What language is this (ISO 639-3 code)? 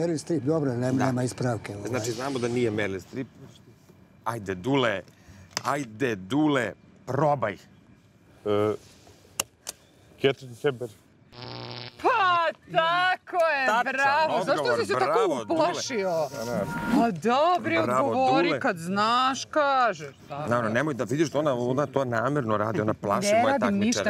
srp